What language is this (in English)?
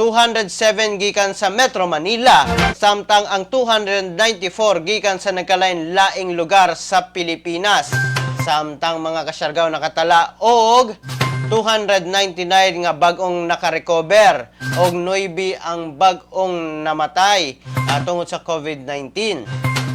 Cebuano